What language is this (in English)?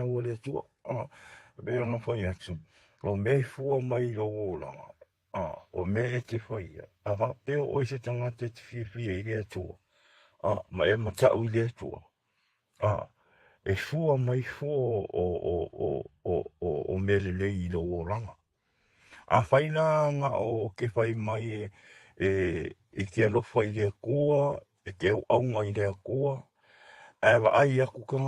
Samoan